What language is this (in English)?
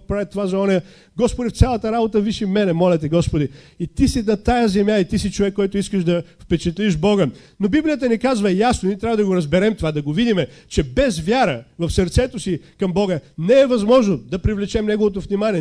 Bulgarian